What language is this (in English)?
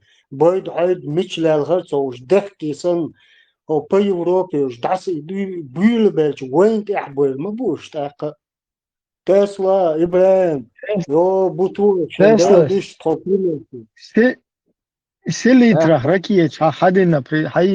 Chechen